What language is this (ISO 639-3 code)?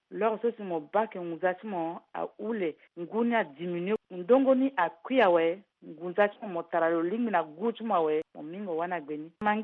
sag